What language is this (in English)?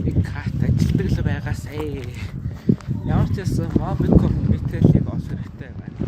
Mongolian